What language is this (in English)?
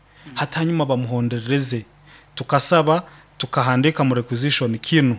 Nyoro